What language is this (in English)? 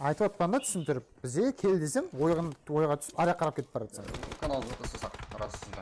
Kara-Kalpak